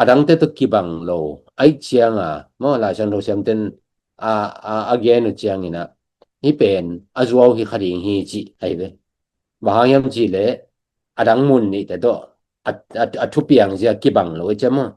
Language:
Tedim Chin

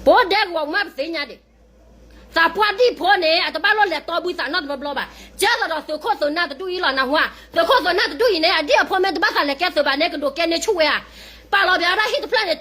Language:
S'gaw Karen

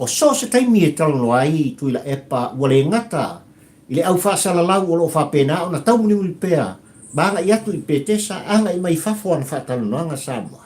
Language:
Samoan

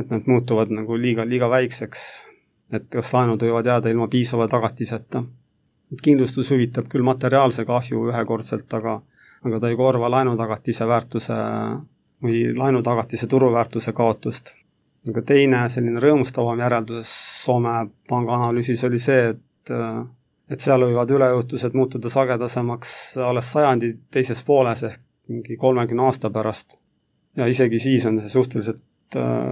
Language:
Estonian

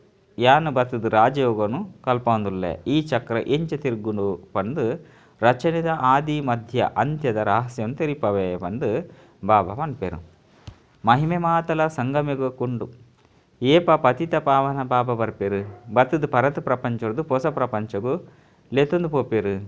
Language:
Tulu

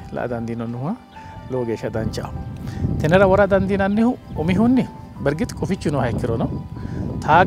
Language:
Sidamo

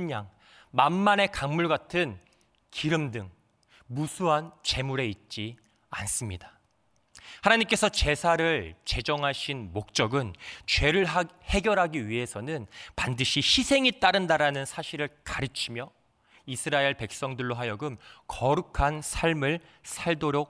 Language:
Korean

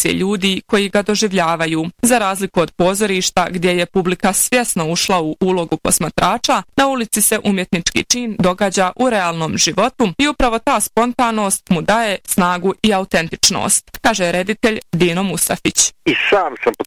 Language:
Bosnian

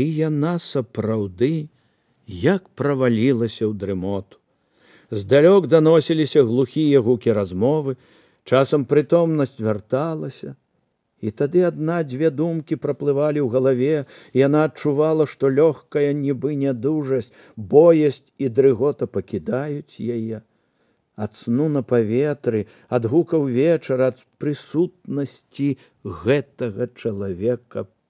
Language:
Belarusian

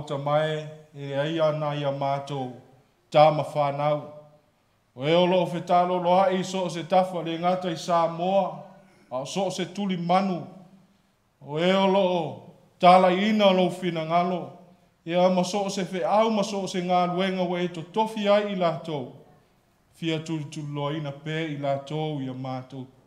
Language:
Samoan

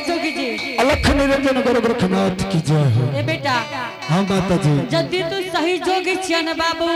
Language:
Angika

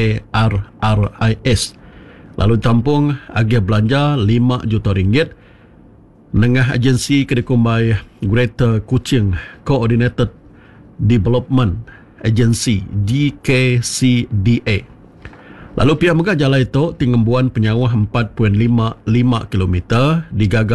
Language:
Iban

